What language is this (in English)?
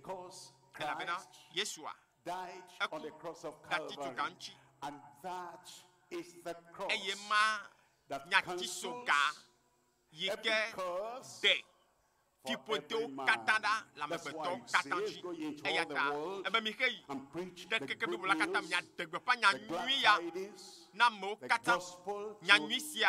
Ewe